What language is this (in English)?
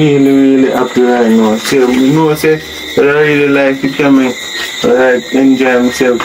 Jamaican Creole English